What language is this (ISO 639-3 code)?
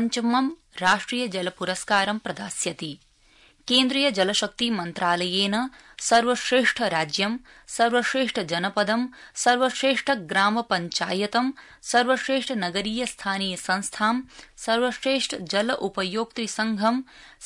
san